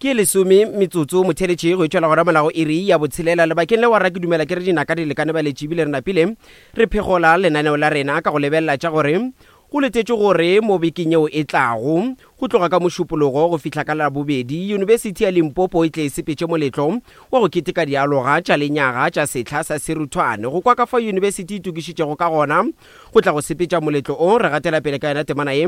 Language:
Northern Sotho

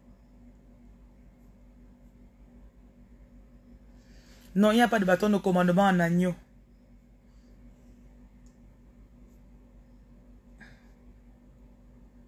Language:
French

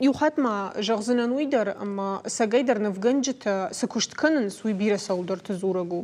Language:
Ossetic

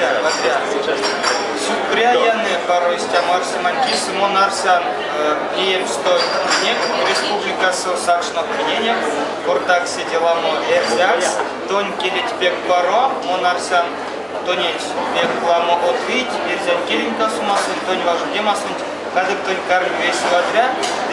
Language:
Erzya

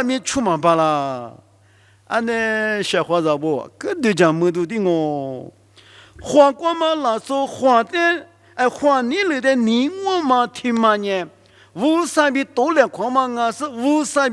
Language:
Lisu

